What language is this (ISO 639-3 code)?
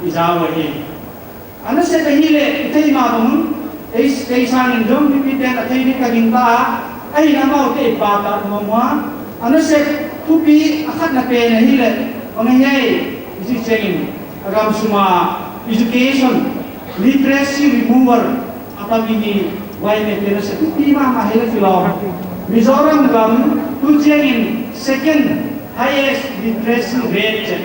pck